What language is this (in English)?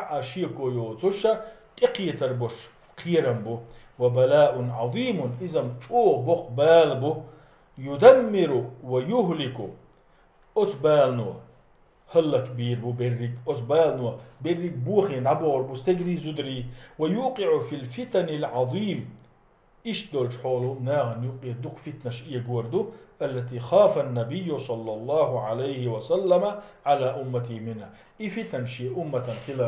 Chechen